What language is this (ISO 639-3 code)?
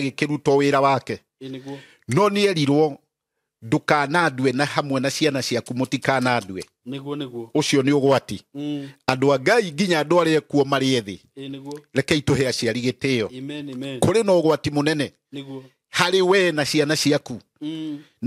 kik